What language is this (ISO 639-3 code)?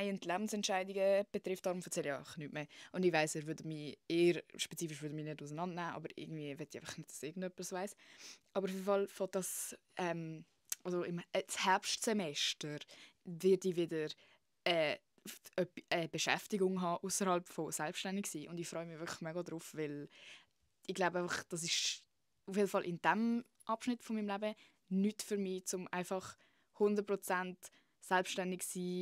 gsw